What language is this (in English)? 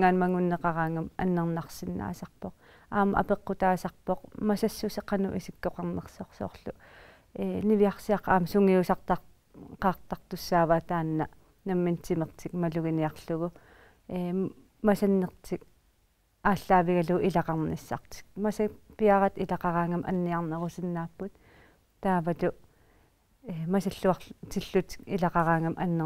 Kalaallisut